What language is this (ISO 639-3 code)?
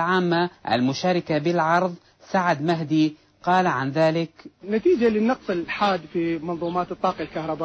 ara